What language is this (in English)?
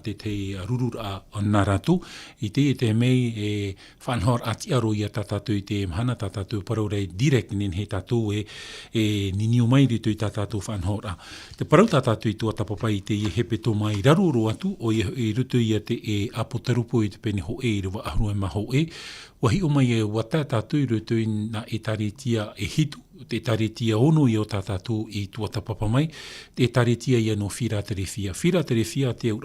Tahitian